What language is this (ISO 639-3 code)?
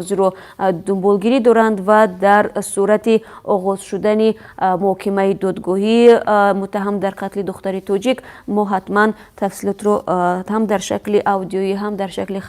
tgk